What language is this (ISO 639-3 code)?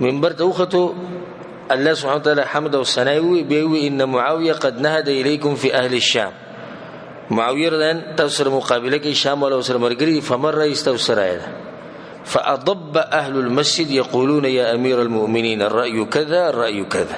pus